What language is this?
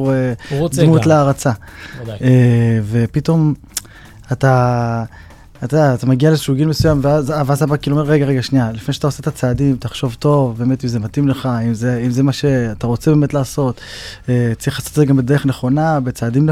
Hebrew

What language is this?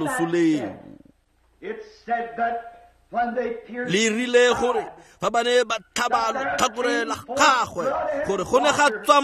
Tswana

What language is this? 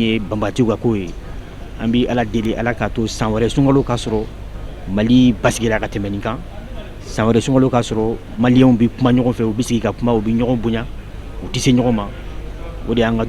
Bambara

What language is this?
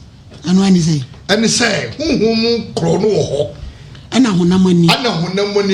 Akan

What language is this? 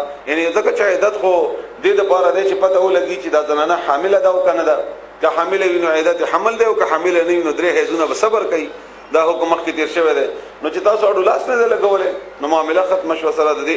Pashto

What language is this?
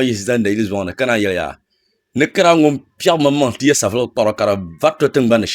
Dagbani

